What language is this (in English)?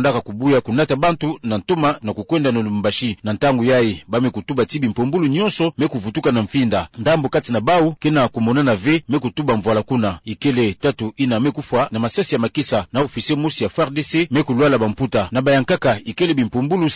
Kituba (Democratic Republic of Congo)